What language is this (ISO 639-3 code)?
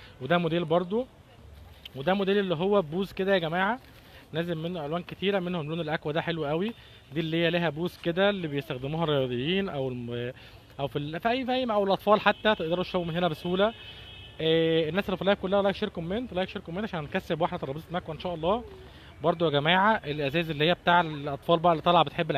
arz